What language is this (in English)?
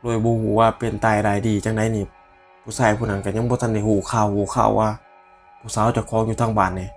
Northeastern Thai